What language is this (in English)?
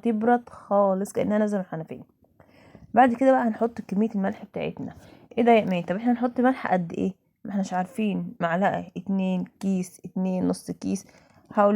Egyptian Arabic